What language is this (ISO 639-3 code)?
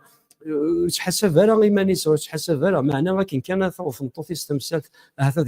kab